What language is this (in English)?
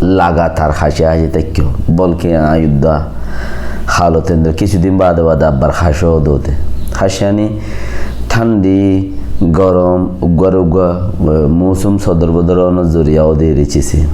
Rohingya